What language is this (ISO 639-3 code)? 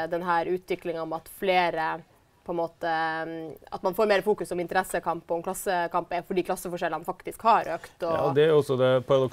nor